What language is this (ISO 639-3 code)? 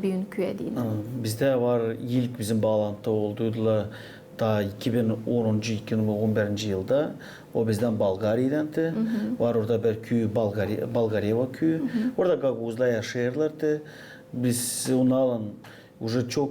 gag